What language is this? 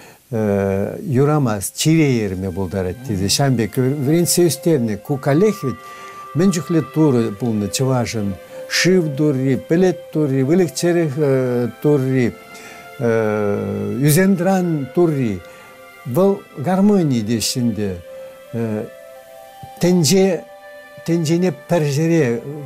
Chuvash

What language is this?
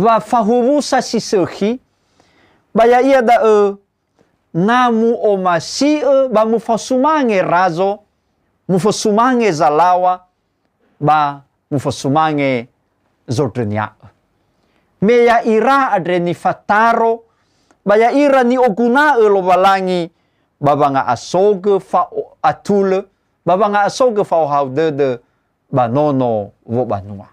Nias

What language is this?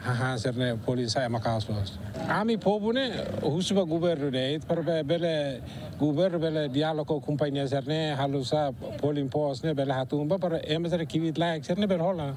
Tetum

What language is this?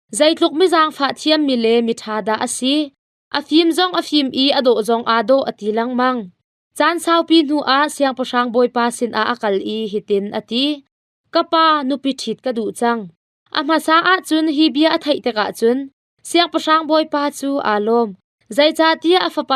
Hakha Chin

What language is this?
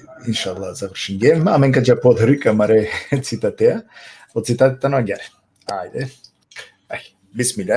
Balkan Romani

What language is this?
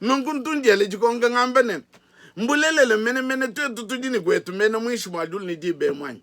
Luba-Lulua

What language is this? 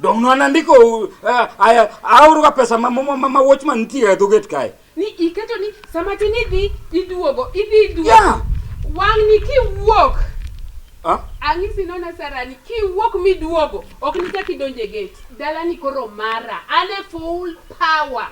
Luo (Kenya and Tanzania)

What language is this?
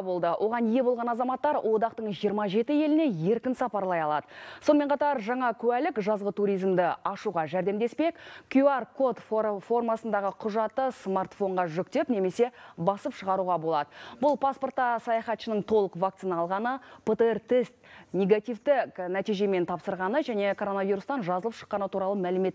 Kazakh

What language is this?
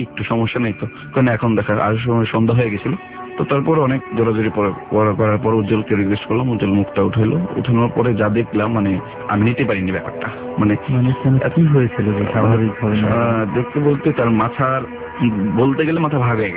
Bangla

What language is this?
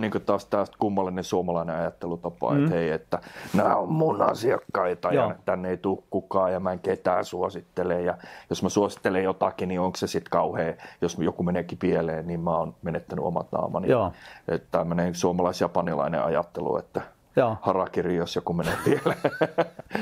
Finnish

